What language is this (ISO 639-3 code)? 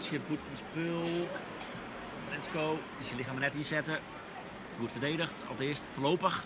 fry